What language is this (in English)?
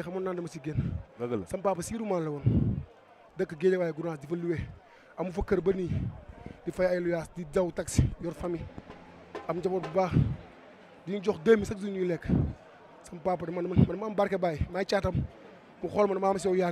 Wolof